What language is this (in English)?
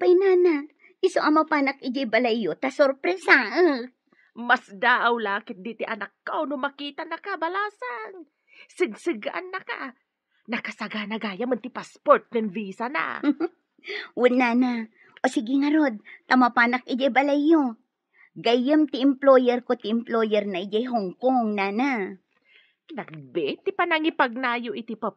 Iloko